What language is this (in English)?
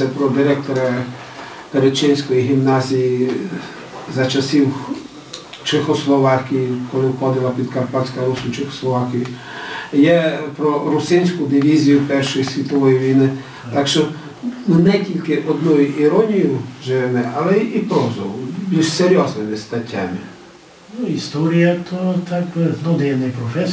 Rusyn